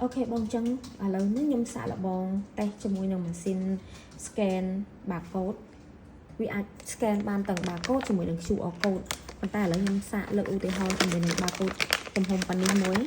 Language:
Khmer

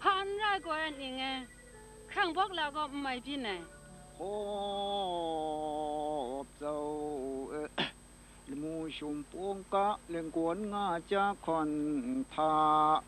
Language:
Kachin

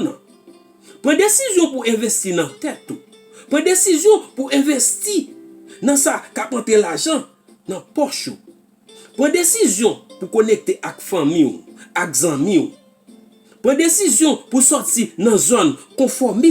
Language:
Haitian Creole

